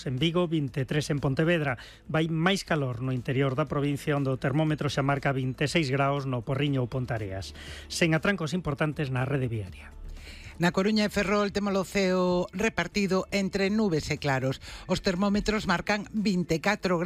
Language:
Galician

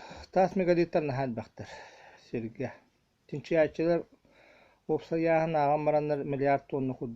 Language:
Yakut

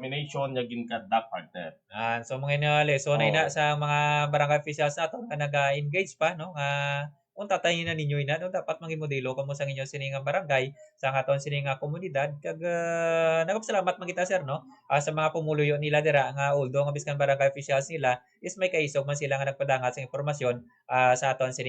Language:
Hiligaynon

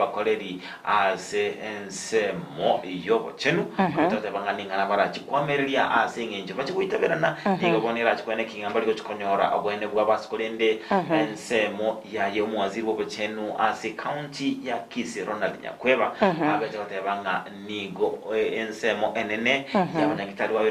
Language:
Gusii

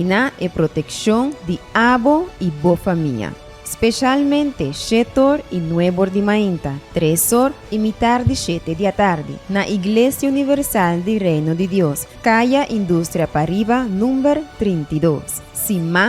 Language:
Papiamento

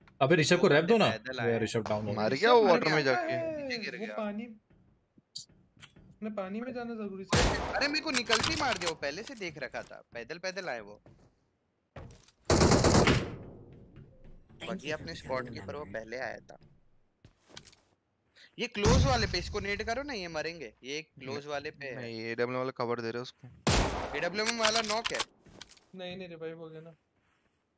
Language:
Hindi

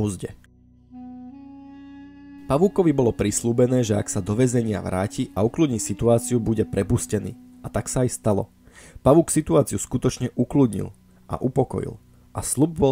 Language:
Slovak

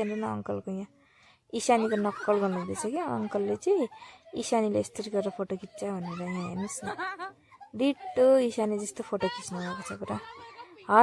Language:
Nepali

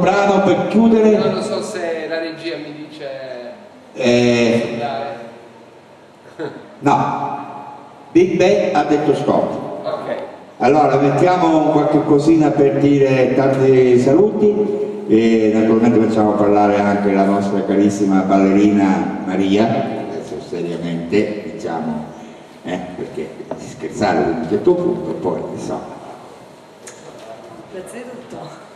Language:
Italian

